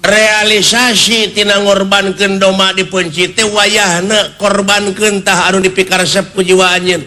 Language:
Sundanese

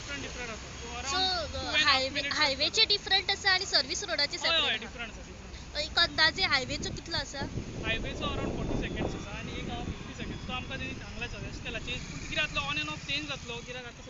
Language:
Konkani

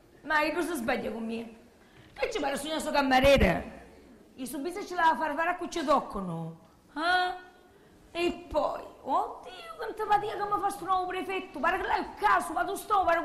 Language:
Sicilian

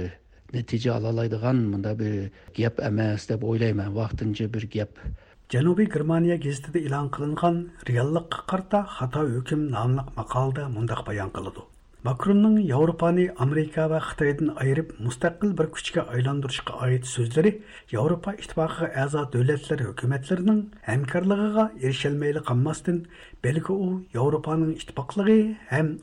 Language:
Uyghur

